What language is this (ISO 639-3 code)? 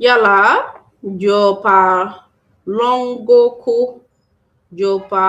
ach